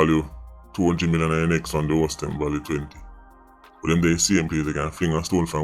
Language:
Jamaican Creole English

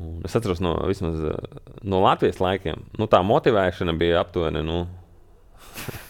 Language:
Latvian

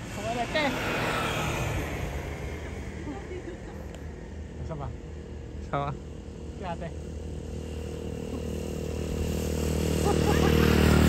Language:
Filipino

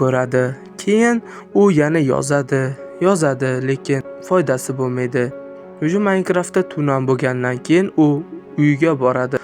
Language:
Uzbek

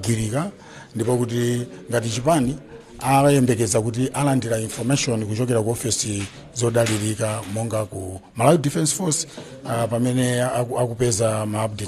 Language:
Nyanja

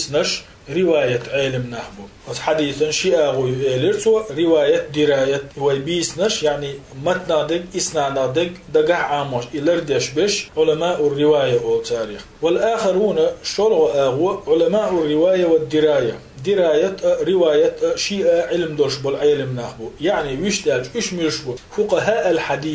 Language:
Chechen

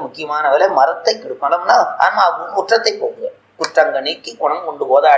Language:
Tamil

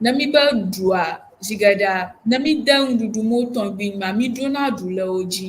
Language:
Ewe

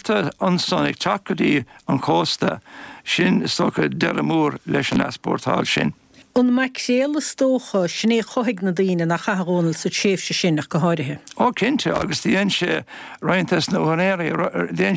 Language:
Irish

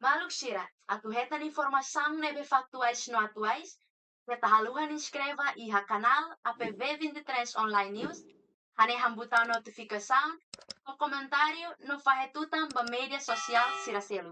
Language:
Tetum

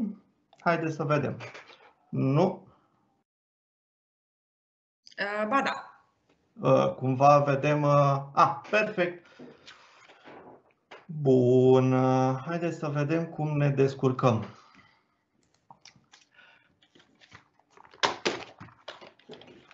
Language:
Romanian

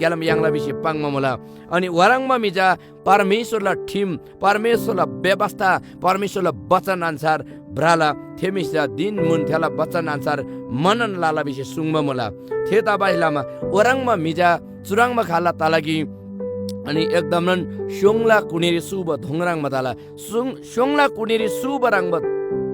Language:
Eastern Tamang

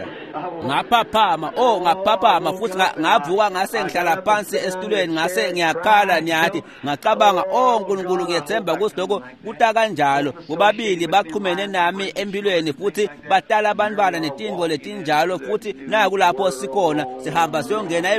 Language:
Swati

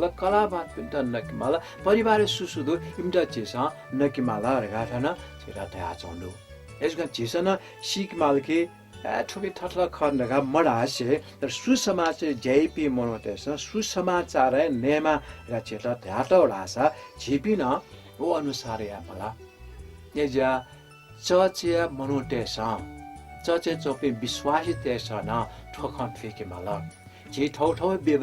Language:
Newari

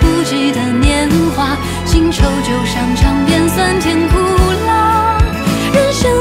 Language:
Chinese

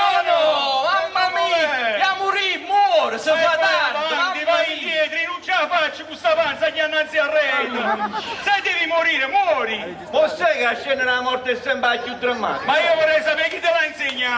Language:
Neapolitan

